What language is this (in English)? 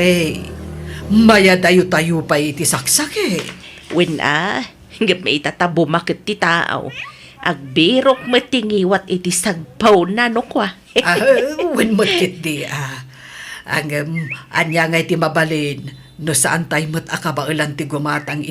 Iloko